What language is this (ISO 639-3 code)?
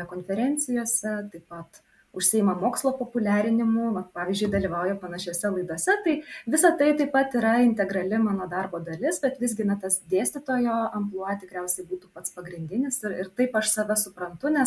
lit